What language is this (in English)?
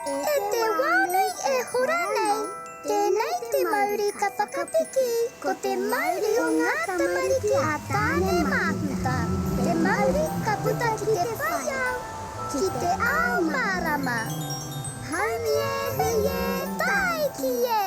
Māori